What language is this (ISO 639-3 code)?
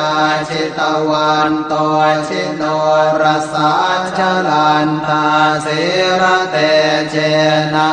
pli